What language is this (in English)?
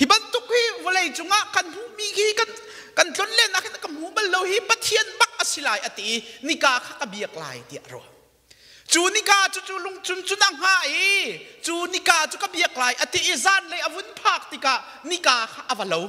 Hakha Chin